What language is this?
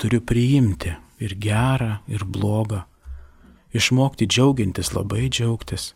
Lithuanian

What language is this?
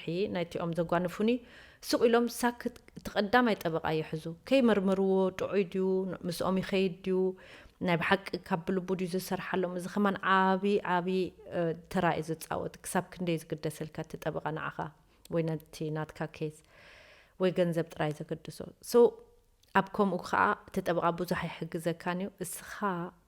Tigrinya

